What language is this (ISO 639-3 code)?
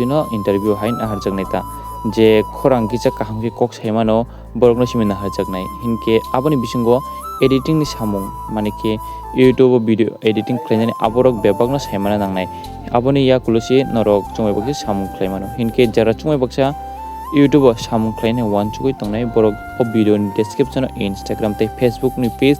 trp